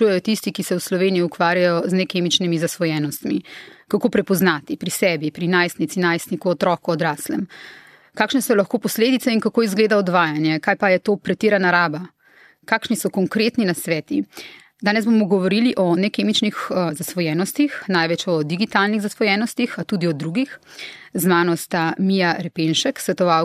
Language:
Slovenian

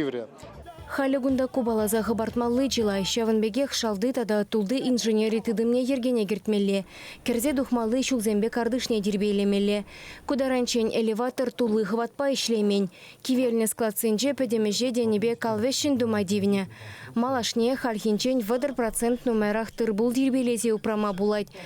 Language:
Chuvash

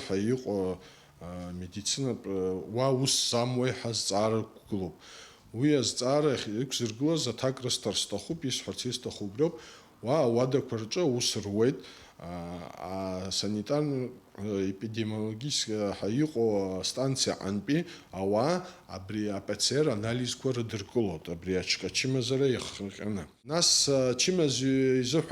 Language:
Abkhazian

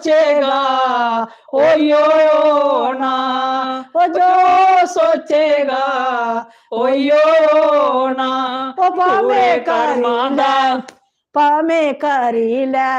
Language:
Dogri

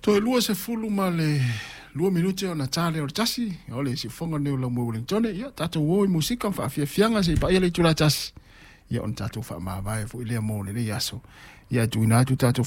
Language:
Samoan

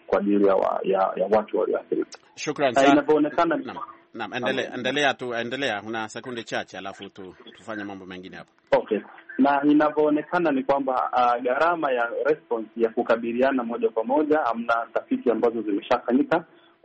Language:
Swahili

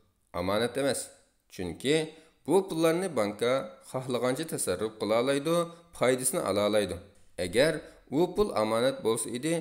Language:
Uyghur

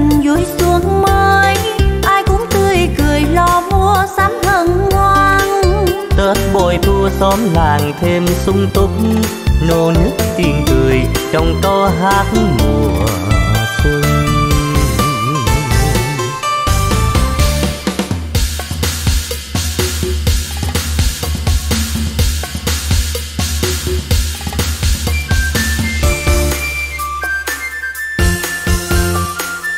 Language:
Vietnamese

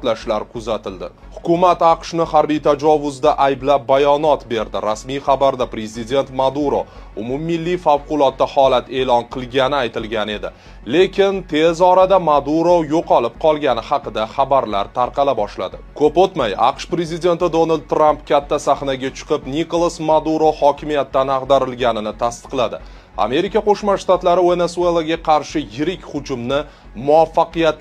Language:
Uzbek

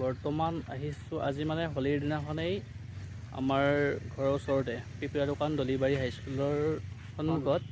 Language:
Assamese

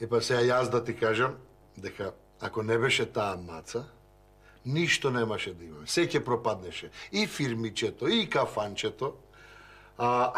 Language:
Macedonian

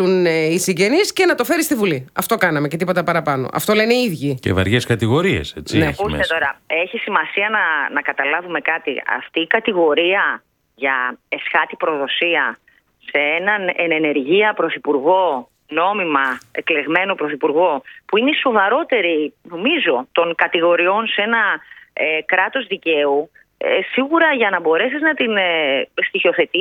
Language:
Greek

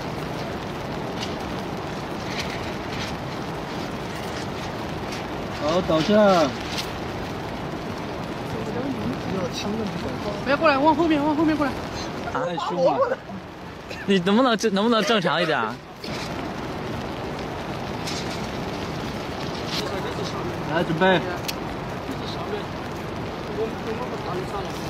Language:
Chinese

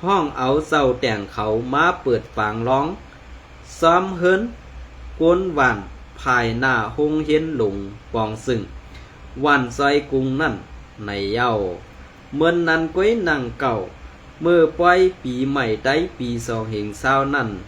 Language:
Shan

